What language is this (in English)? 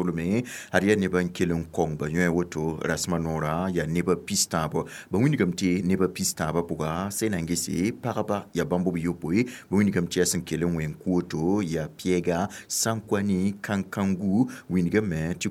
Mossi